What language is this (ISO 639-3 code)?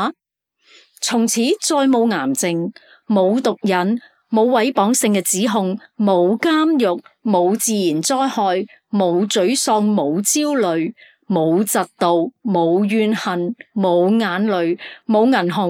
yue